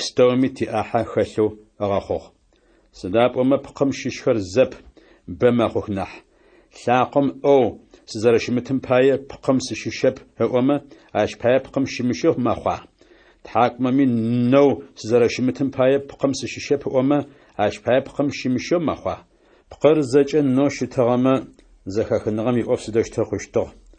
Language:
Adyghe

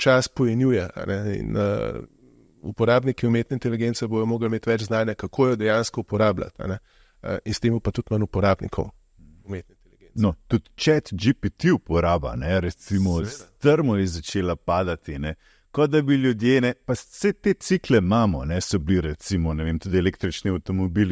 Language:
Slovenian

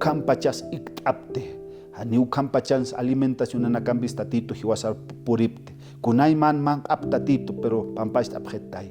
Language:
Aymara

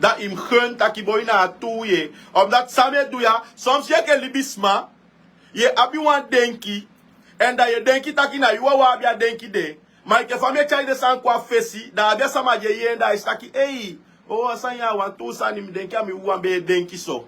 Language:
Sranan Tongo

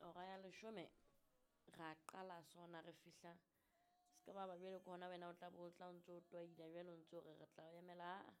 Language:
Southern Sotho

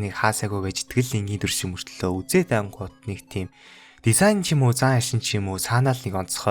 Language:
Mongolian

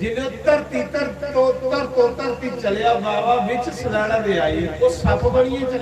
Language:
Dogri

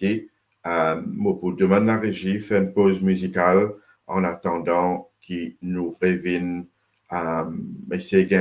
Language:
Morisyen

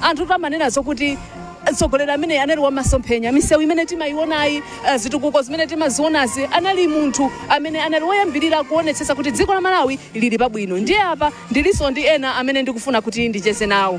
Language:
Nyanja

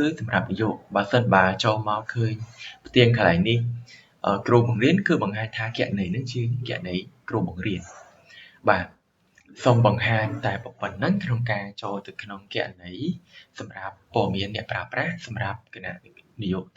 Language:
Khmer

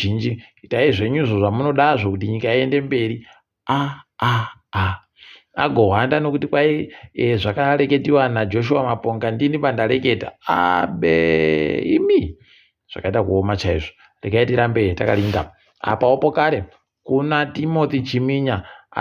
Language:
Ndau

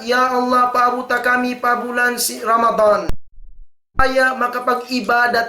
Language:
Tausug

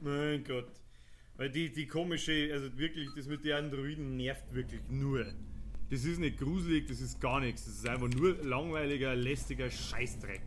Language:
Bavarian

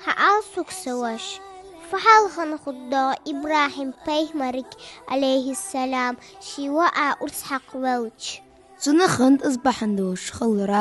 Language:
Ingush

